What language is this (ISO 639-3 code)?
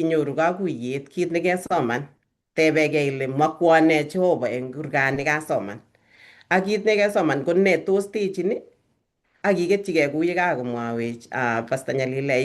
kln